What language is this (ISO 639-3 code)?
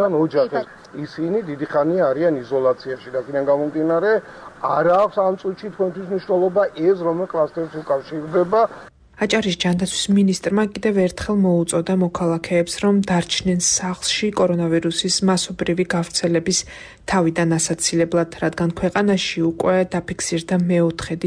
kat